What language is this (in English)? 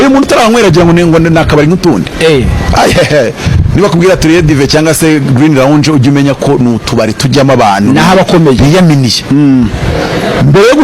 Kinyarwanda